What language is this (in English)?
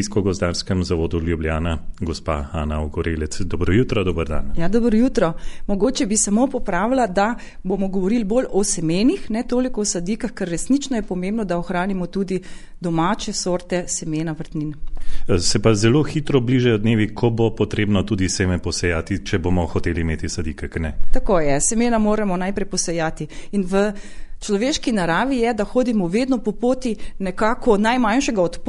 Slovenian